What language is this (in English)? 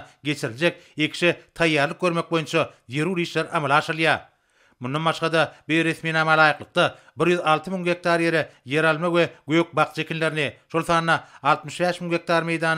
Turkmen